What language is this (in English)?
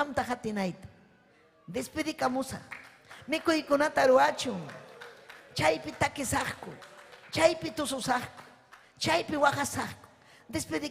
Ayacucho Quechua